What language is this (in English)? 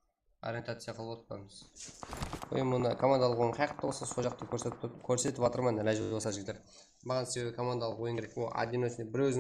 Kara-Kalpak